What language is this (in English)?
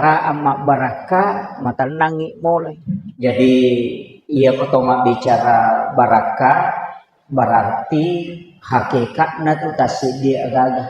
Buginese